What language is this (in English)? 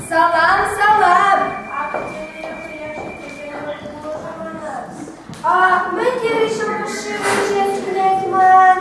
Chuvash